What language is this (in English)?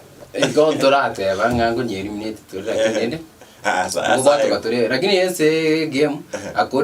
Gusii